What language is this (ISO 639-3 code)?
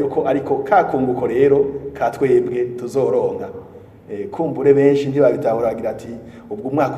run